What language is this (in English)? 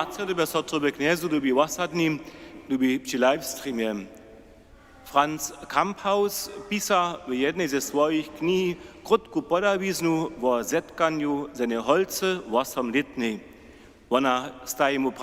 Upper Sorbian